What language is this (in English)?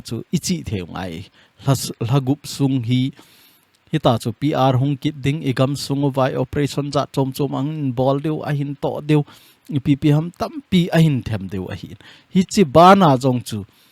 Thado Chin